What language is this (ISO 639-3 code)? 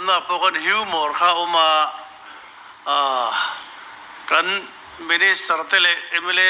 lus